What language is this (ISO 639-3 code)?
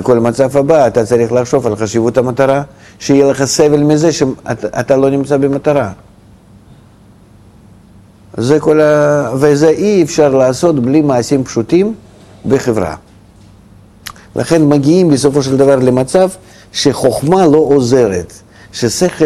heb